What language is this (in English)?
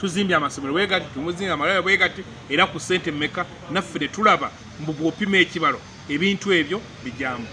Ganda